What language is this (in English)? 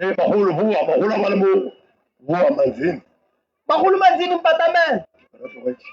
Northern Sotho